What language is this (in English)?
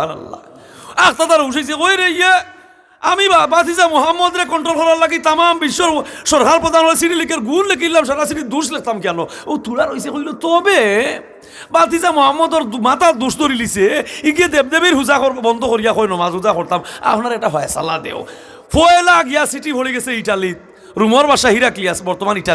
Sylheti